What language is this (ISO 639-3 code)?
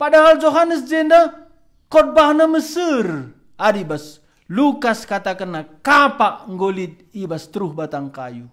btx